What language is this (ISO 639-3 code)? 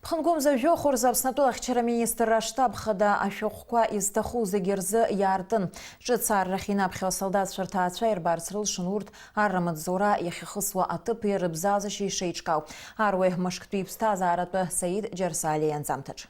abk